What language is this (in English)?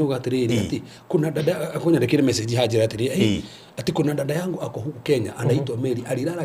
Kikuyu